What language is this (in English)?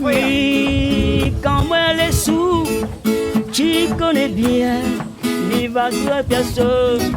Réunion Creole French